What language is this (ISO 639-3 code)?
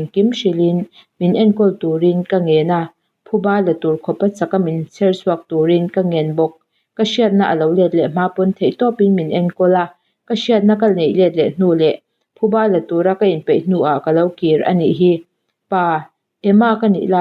lus